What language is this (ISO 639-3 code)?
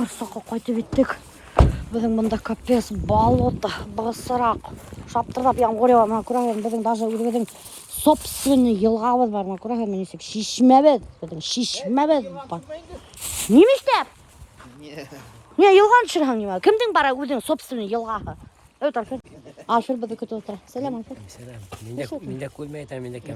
bak